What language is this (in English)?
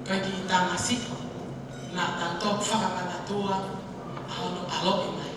Tongan